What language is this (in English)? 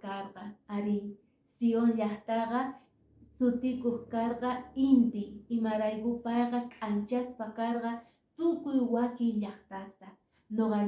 Quechua